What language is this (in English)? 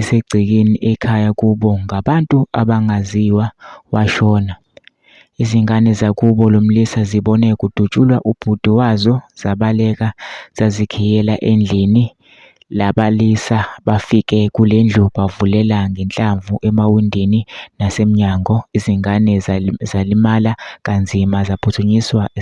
Zulu